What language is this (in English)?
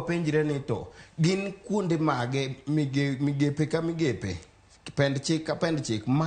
Luo (Kenya and Tanzania)